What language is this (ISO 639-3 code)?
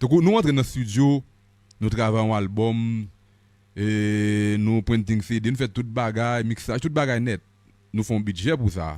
hat